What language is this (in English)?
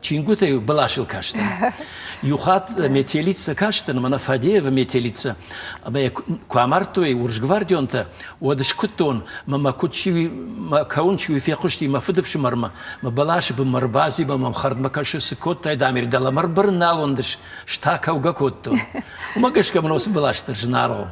Ossetic